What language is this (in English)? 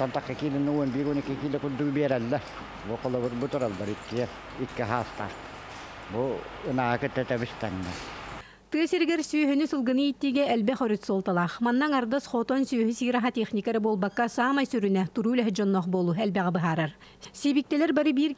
Yakut